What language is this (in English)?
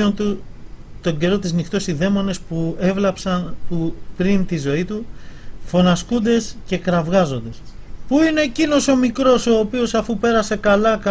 Greek